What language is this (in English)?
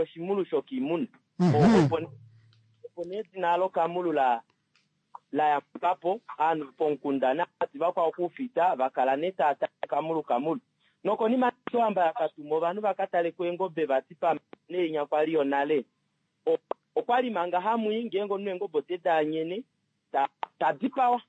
Kuanyama